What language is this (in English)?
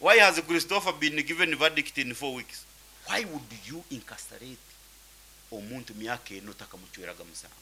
Nyankole